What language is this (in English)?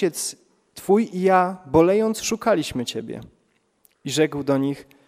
Polish